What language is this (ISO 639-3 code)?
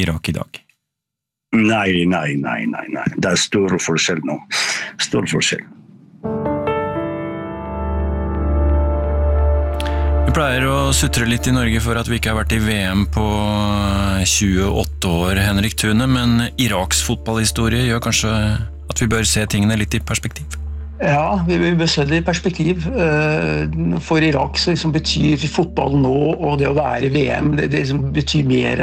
nor